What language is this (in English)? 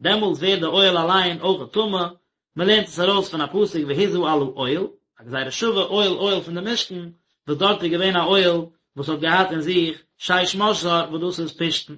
Yiddish